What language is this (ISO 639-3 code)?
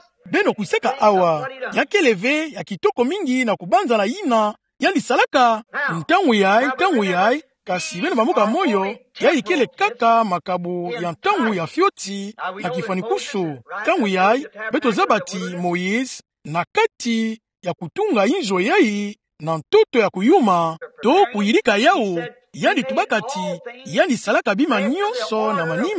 ktu